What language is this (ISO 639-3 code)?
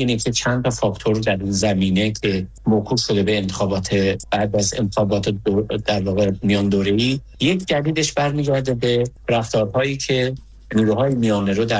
fas